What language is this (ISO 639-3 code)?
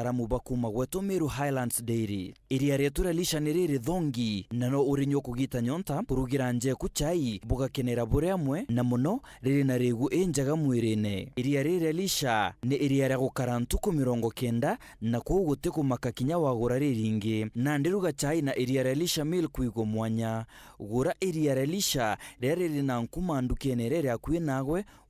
mer